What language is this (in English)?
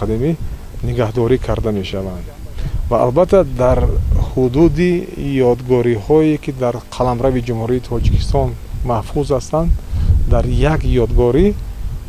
Tajik